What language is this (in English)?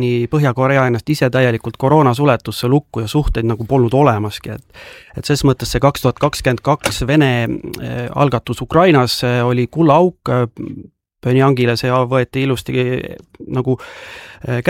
Estonian